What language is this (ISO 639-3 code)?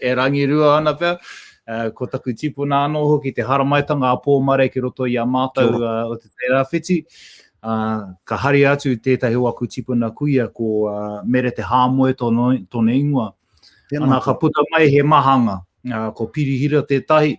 mri